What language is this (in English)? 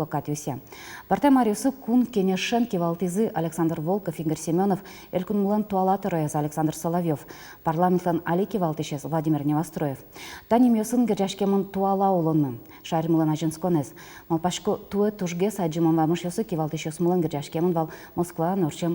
Udmurt